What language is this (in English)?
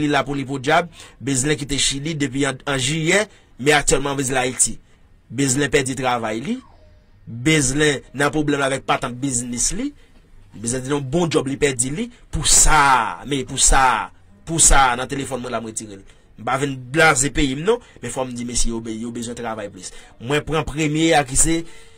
Haitian Creole